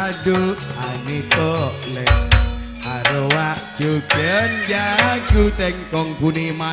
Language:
Madurese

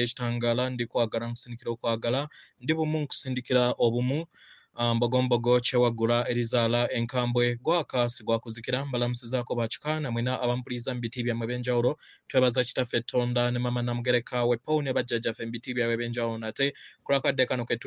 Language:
Ganda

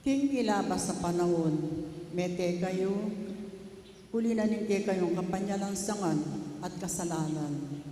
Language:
Pampanga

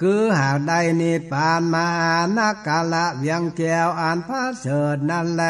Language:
Northern Thai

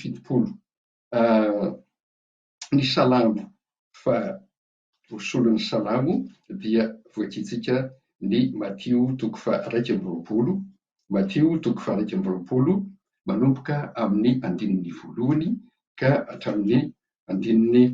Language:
Malagasy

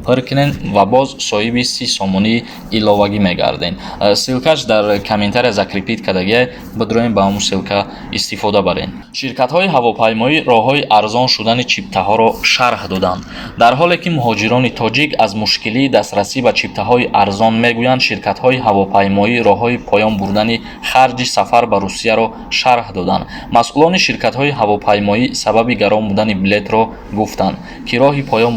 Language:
Tajik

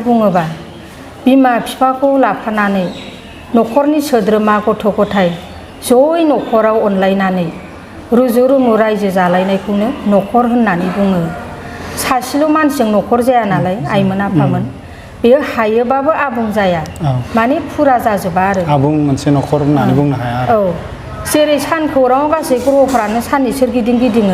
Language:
Bodo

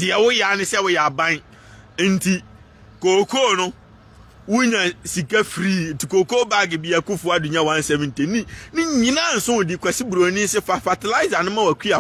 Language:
Akan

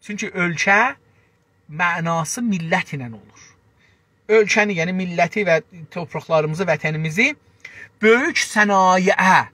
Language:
South Azerbaijani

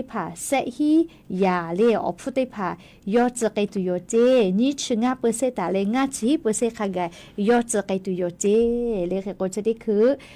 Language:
Lahu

